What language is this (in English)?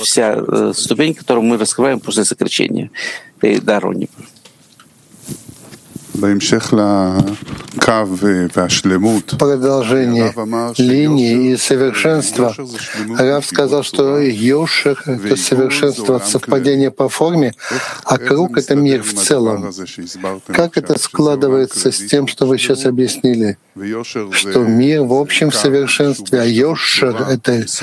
Russian